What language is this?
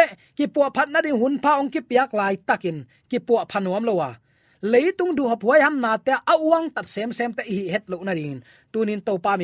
Tedim Chin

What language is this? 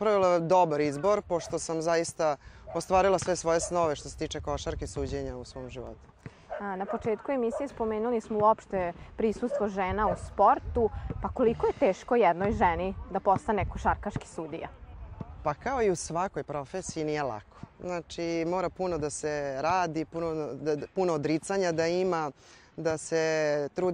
Serbian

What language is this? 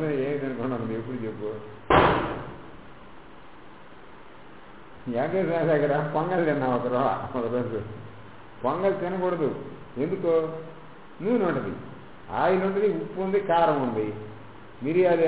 Telugu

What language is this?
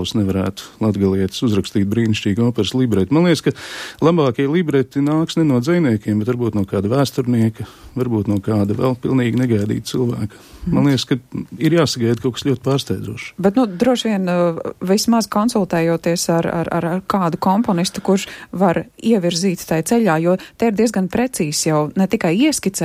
Latvian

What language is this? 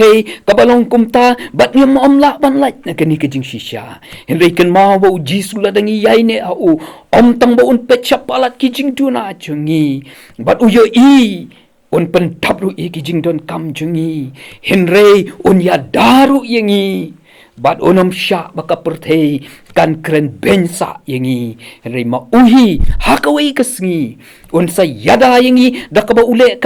Khasi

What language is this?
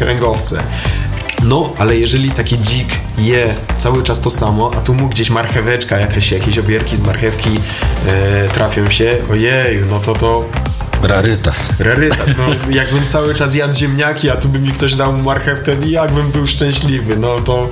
Polish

